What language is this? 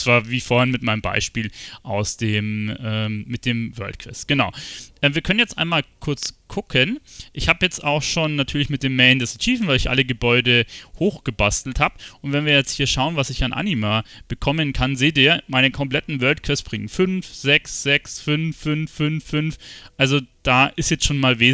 German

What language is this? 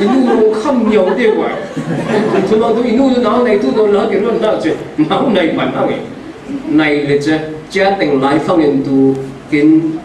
Falam Chin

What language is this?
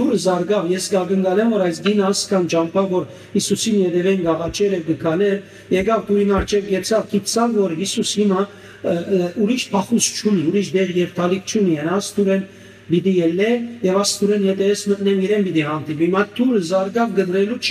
Western Armenian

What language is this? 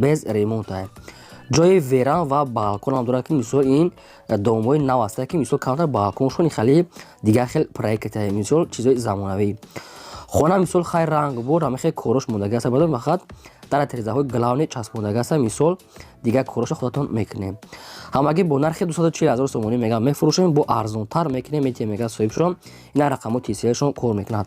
Tajik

